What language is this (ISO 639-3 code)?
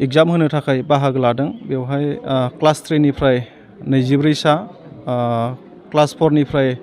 brx